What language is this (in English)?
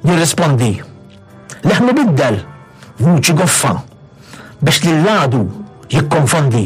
Maltese